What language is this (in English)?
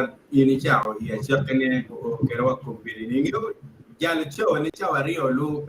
Acoli